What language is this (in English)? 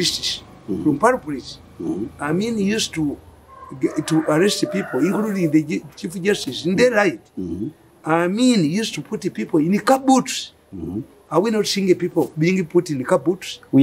English